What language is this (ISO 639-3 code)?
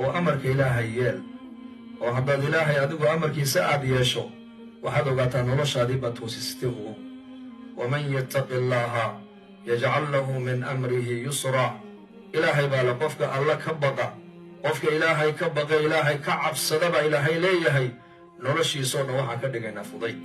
som